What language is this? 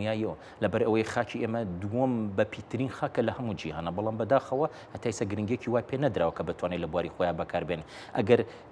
Central Kurdish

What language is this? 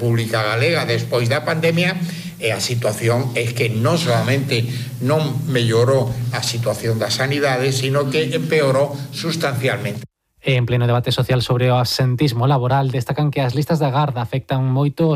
Galician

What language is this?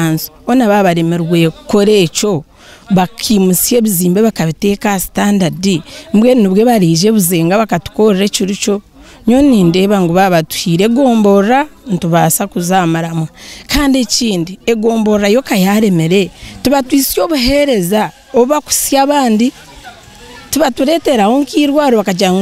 Nyankole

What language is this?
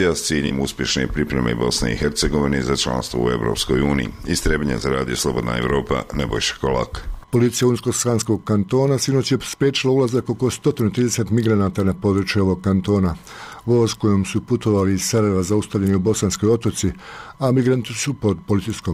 Bosnian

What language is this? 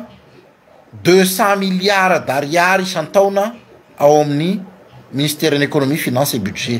Malagasy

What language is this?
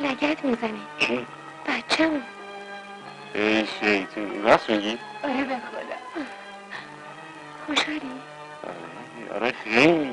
Persian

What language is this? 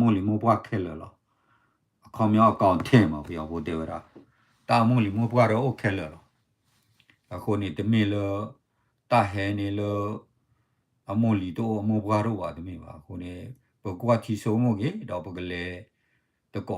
S'gaw Karen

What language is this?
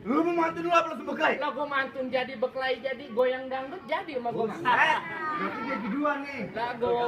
Betawi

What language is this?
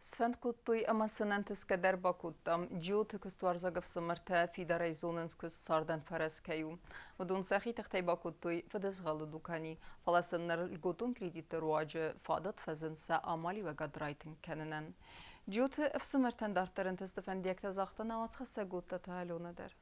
Ossetic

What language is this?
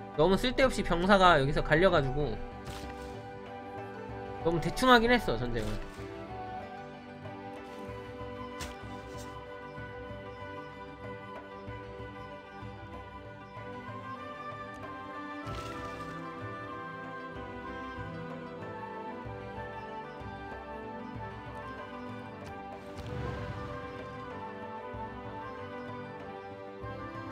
Korean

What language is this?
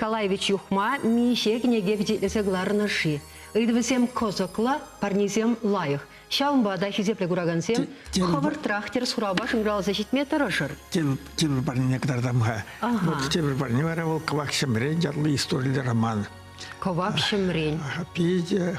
Chuvash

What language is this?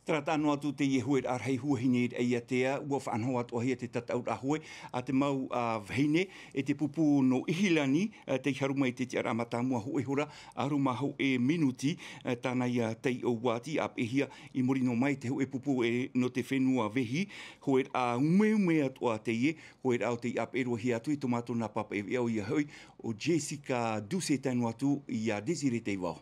Tahitian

